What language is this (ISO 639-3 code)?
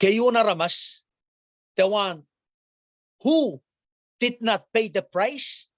pon